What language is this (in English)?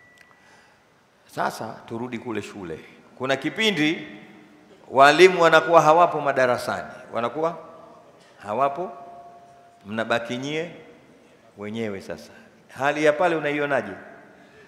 Swahili